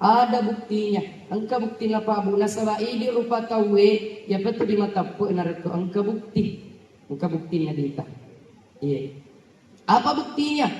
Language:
Buginese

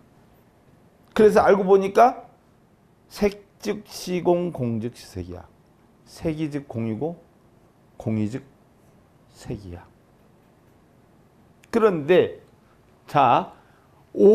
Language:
Korean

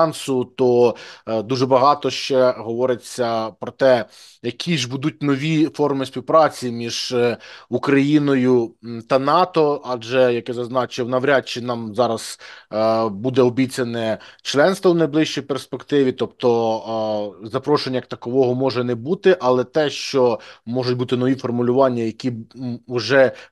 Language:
Ukrainian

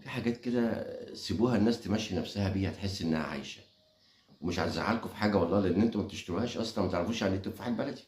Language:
Egyptian Arabic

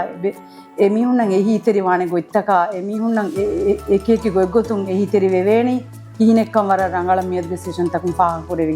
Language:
Divehi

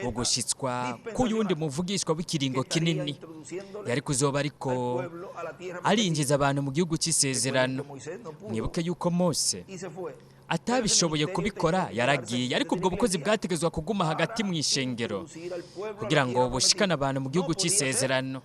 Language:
Rundi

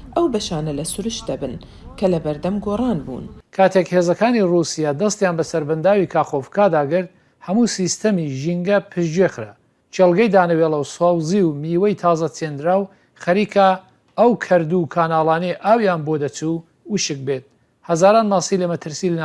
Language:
Central Kurdish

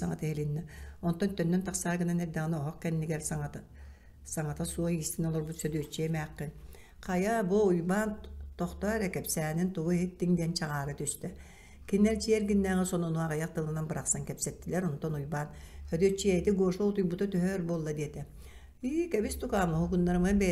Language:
Yakut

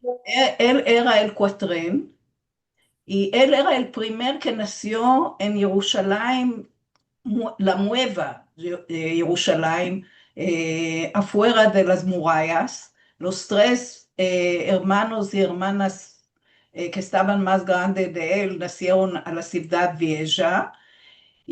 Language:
Ladino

